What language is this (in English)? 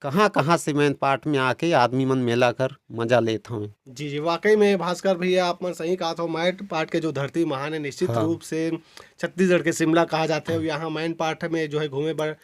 Chhattisgarhi